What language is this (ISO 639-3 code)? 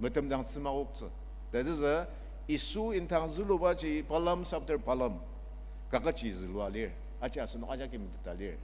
njo